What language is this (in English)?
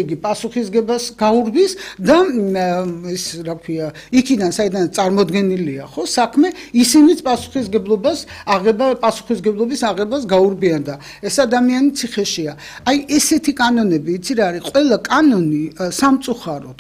Georgian